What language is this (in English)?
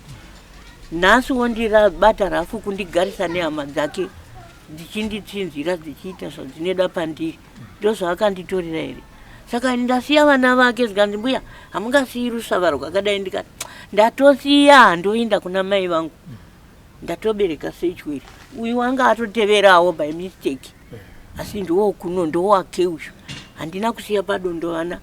Shona